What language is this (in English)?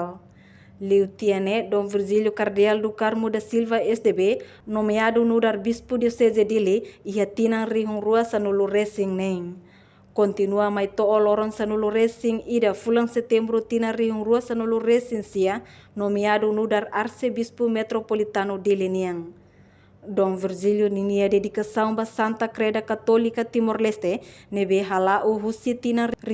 Tetum